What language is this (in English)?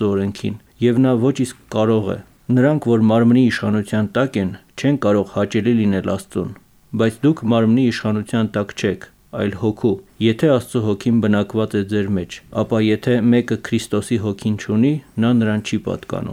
Armenian